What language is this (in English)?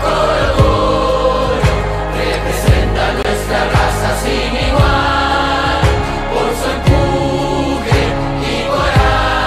Spanish